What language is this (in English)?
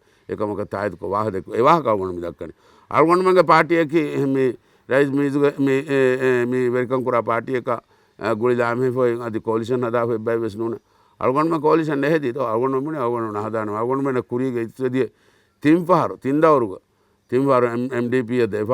Divehi